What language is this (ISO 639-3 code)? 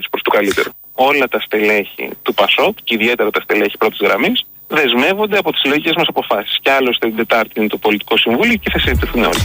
ell